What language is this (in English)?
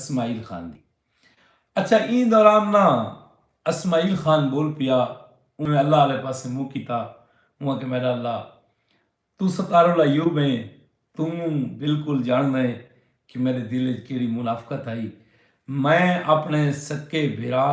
Saraiki